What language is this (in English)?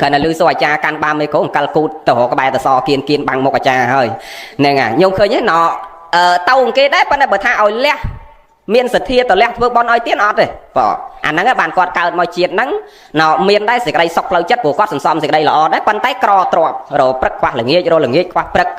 Khmer